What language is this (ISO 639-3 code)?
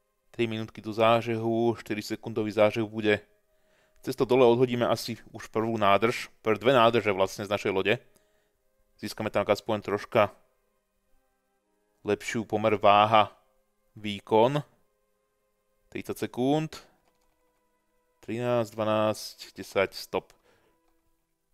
slk